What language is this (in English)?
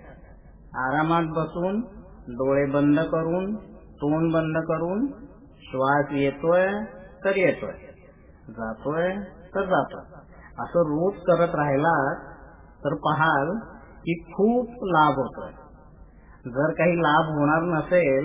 Marathi